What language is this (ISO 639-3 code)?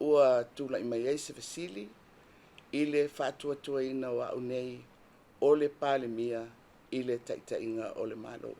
smo